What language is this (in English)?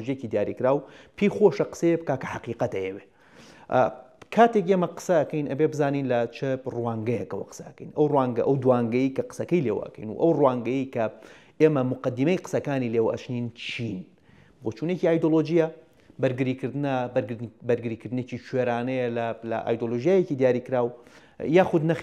Central Kurdish